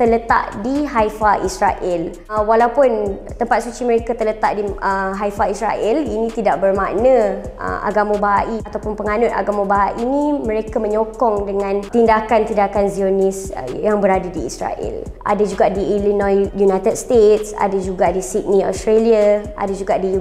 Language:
Malay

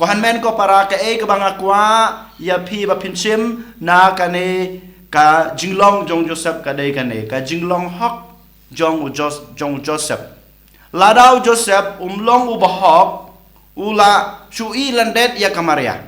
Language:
Khasi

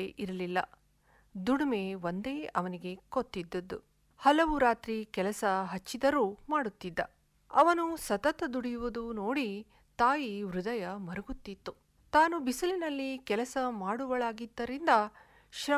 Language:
Kannada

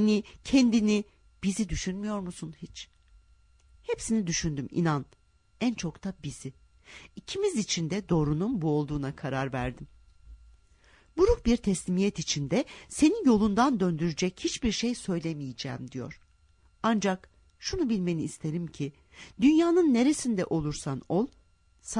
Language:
Turkish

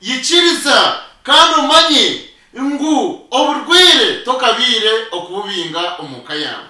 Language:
Nyankole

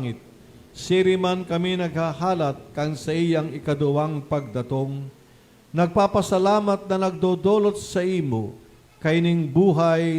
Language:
Bikol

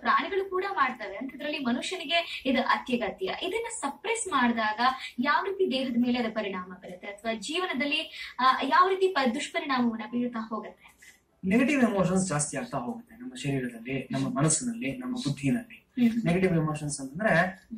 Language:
Kannada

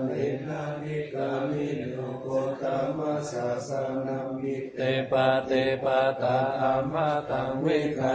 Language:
Pali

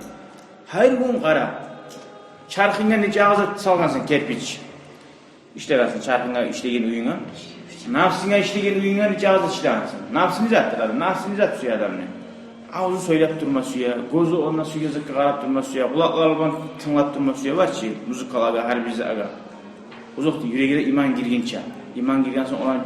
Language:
Kumyk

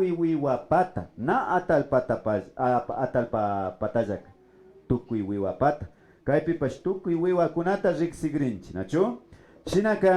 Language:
Imbabura Highland Quichua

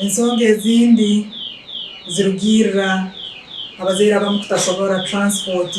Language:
Nyankole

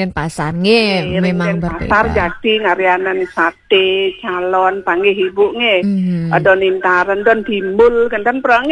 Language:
Balinese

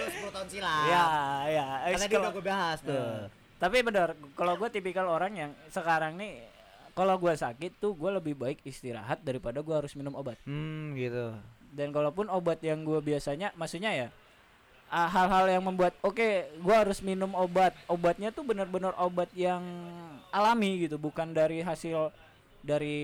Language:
Indonesian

